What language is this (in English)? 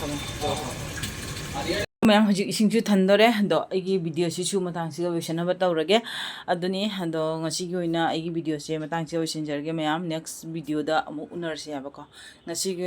Manipuri